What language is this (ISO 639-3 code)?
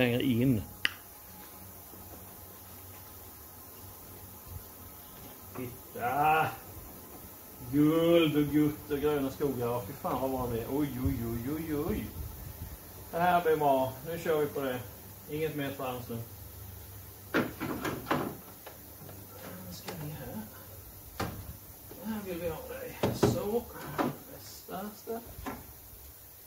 swe